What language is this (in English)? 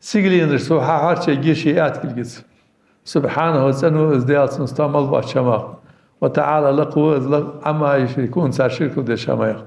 Ingush